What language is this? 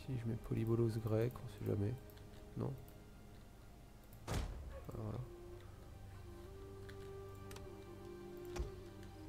French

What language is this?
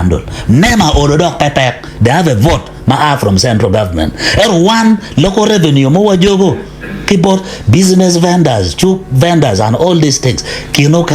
Acoli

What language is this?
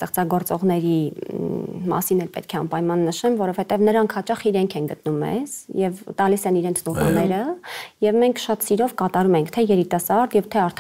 Armenian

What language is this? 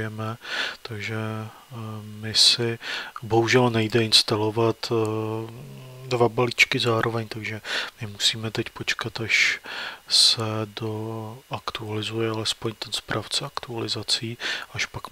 Czech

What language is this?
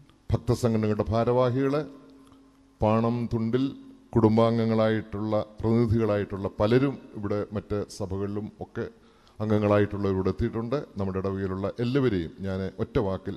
Malayalam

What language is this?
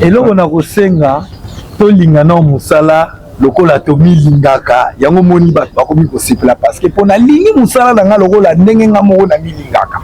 Lingala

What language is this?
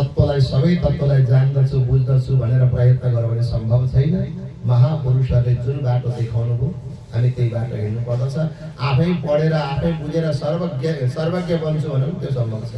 Nepali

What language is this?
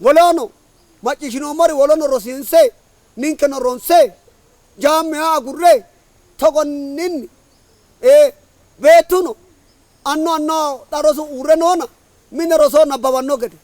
Sidamo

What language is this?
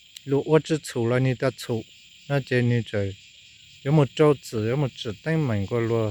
Hmong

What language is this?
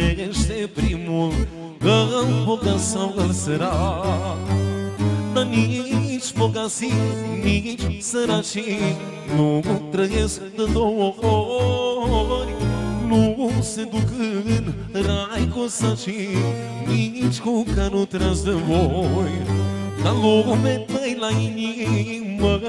Romanian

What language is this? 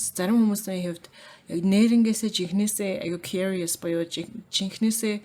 Mongolian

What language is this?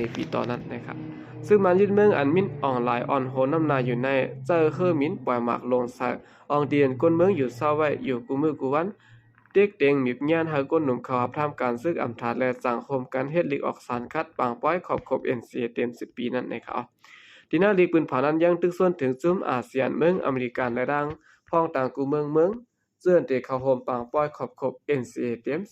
Shan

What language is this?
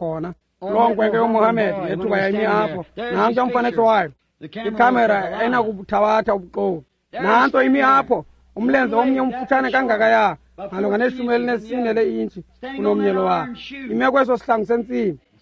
Xhosa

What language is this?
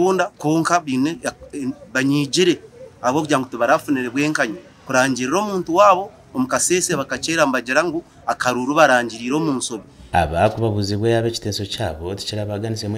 Nyankole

